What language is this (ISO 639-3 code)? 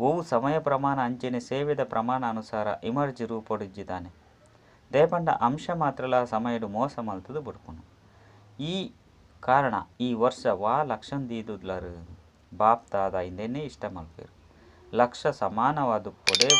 tcy